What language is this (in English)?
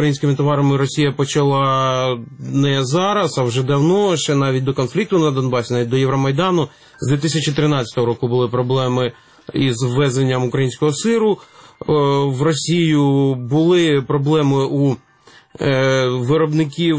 Ukrainian